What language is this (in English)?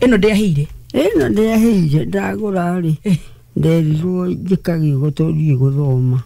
Kikuyu